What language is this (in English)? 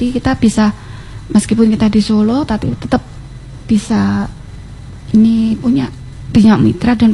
Indonesian